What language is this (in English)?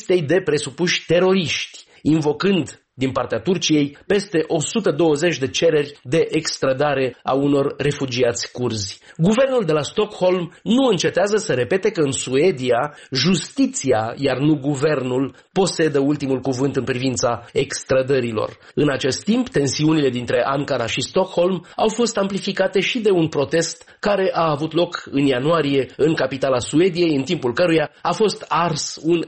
Romanian